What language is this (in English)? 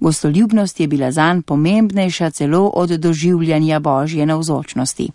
Slovenian